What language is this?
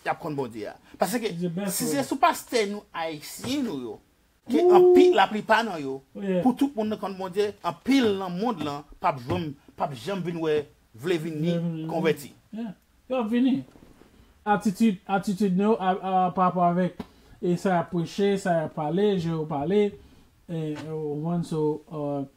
Haitian Creole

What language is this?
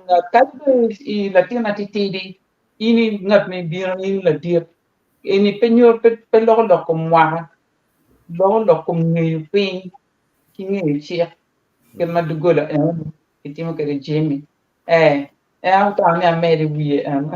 Acoli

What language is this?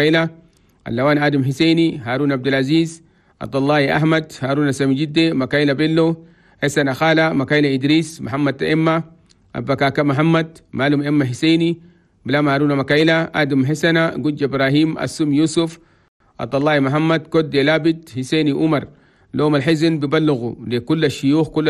Chadian Arabic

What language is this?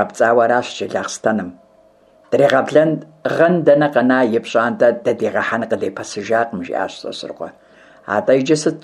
Kabardian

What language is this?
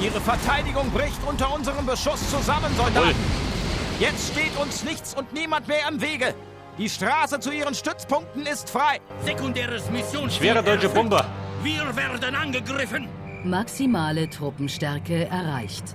Bavarian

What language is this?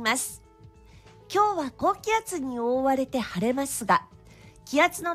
Japanese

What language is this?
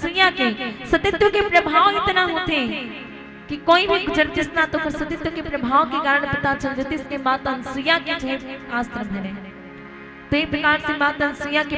Chhattisgarhi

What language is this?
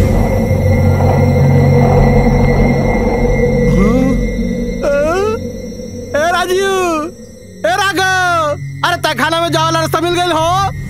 Bhojpuri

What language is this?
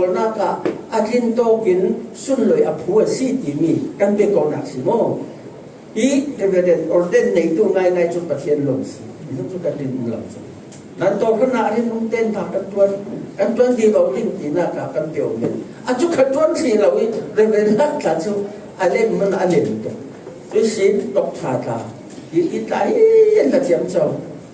Falam Chin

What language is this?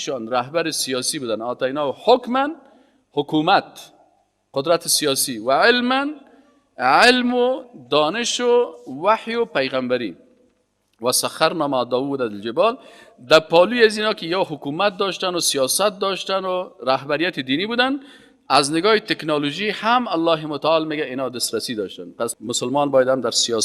Persian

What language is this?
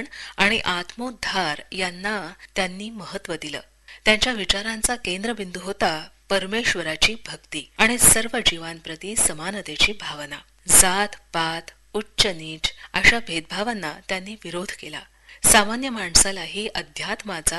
Marathi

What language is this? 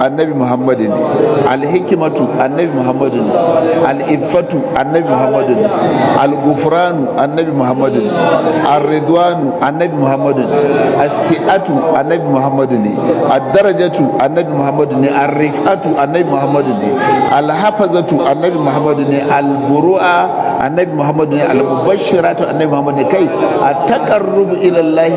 Hausa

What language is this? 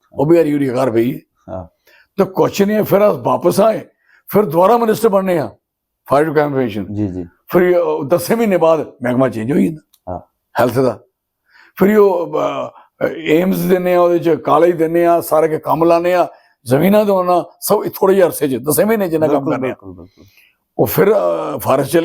Dogri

